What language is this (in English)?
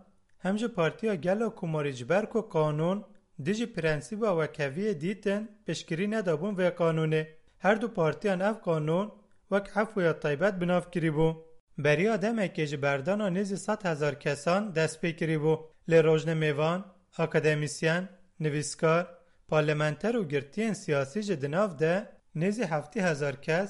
Kurdish